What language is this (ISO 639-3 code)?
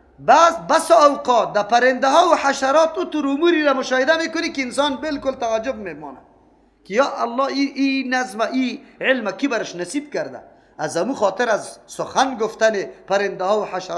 fas